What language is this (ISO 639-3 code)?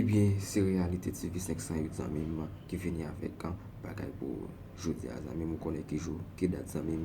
hat